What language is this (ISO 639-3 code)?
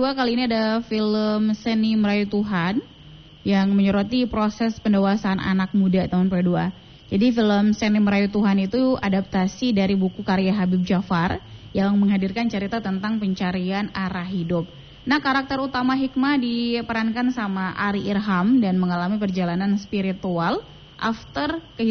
ind